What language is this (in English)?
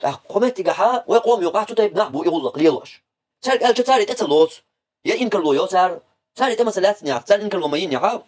Chechen